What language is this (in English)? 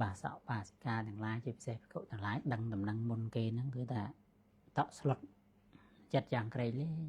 Khmer